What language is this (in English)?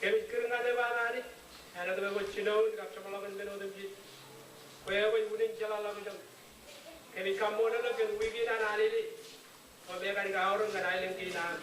Marshallese